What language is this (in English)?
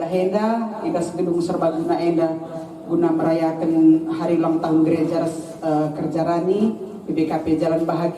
Batak Karo